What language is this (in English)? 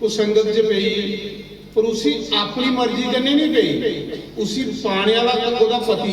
Dogri